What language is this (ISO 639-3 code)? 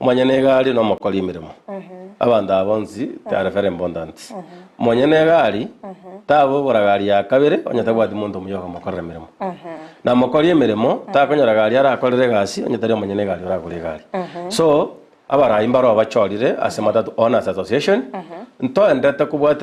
guz